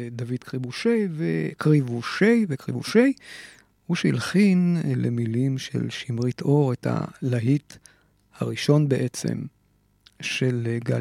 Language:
Hebrew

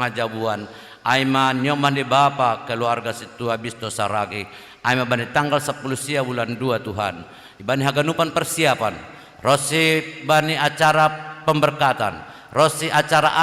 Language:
Batak Simalungun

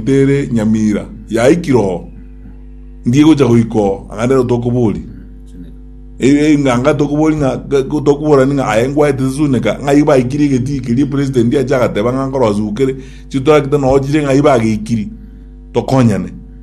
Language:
Gusii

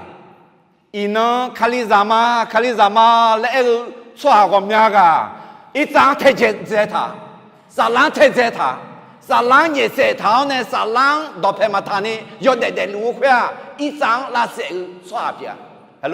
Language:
Akha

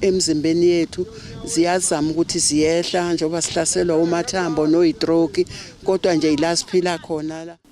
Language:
Zulu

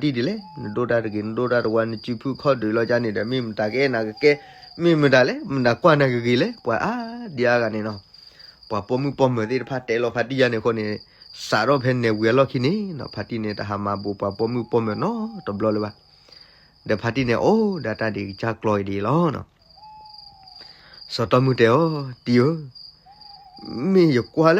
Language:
S'gaw Karen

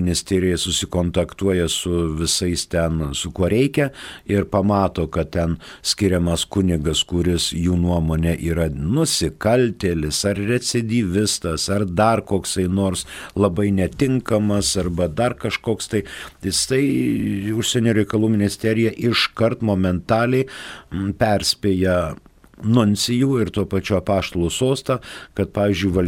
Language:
Lithuanian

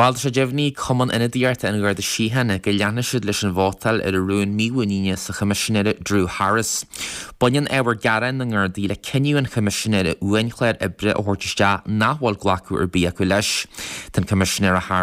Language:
Irish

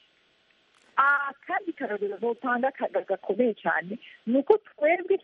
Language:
Kinyarwanda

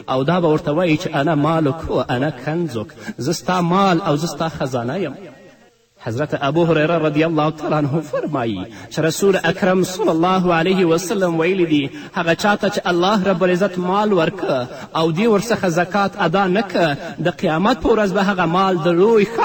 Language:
Pashto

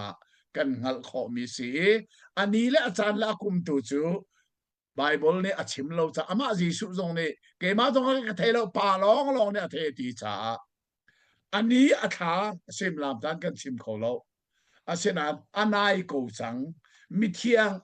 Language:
Hakha Chin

